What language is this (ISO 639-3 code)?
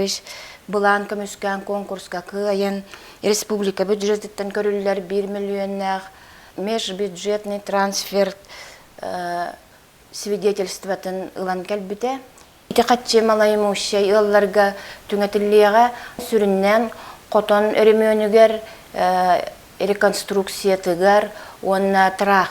sah